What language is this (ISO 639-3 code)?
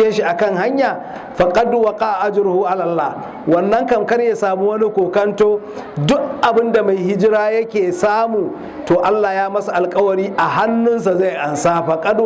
hau